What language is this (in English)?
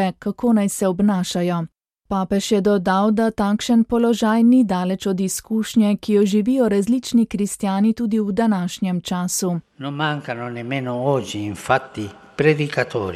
Slovenian